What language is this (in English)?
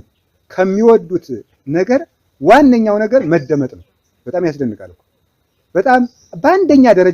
Amharic